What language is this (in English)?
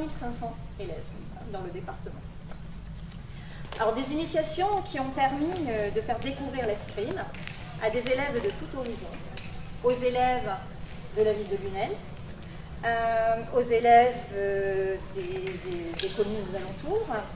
French